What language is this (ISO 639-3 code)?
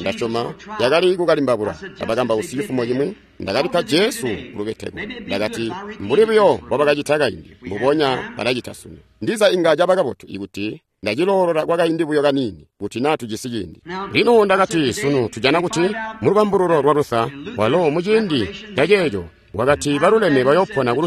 toi